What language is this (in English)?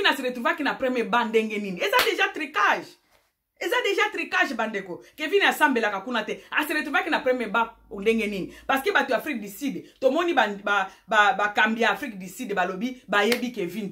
Lingala